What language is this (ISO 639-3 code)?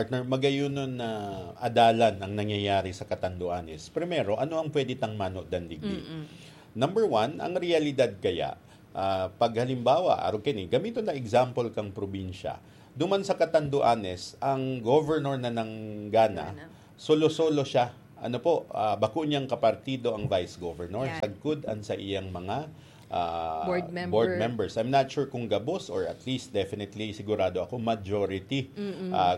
bik